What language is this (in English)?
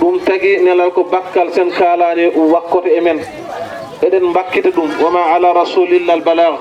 Fula